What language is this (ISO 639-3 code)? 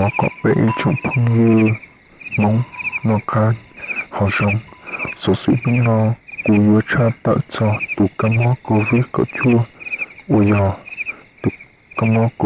hmn